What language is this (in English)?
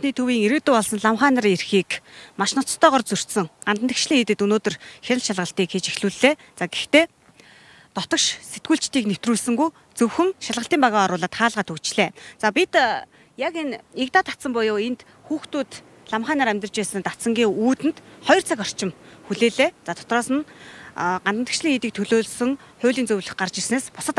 Mongolian